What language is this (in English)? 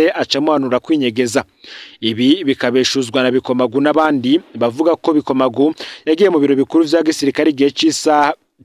Rundi